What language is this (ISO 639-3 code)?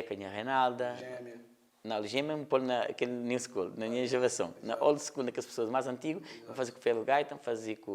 kea